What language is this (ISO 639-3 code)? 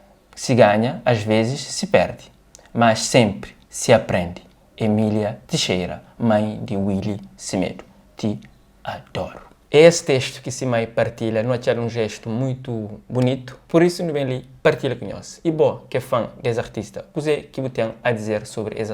kea